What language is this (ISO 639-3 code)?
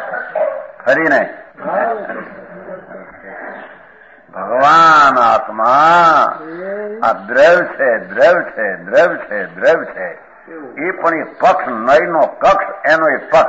guj